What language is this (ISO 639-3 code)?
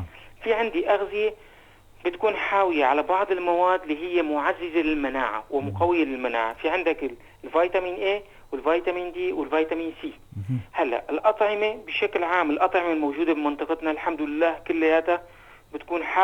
apc